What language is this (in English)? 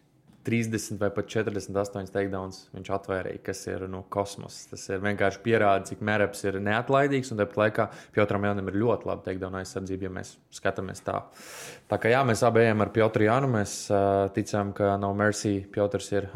Latvian